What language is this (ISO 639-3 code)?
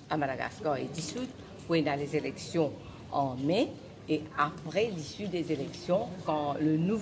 mfe